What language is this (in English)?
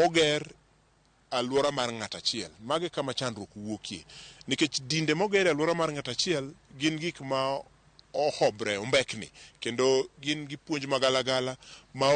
Luo (Kenya and Tanzania)